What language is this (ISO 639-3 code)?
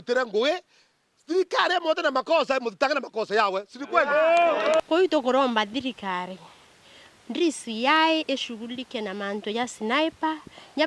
mer